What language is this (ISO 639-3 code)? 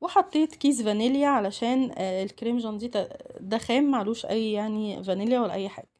arz